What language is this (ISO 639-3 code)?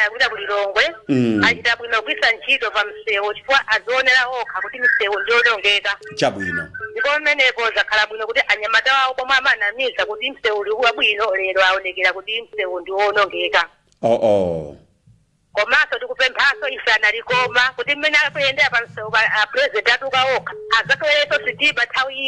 nya